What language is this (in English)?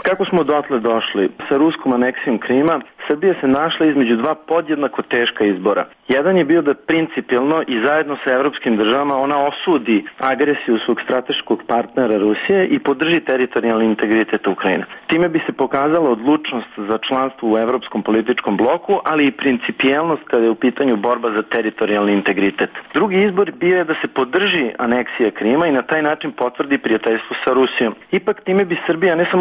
Serbian